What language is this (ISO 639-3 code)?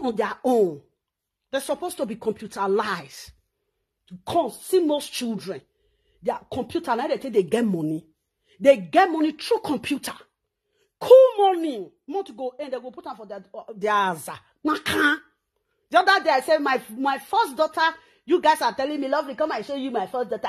pcm